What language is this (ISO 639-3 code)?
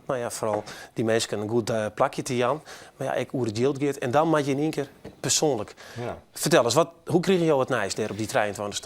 fry